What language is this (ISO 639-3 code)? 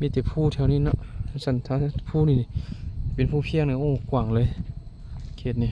lao